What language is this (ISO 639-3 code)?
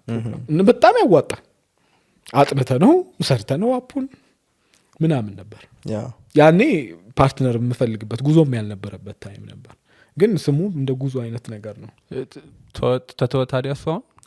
amh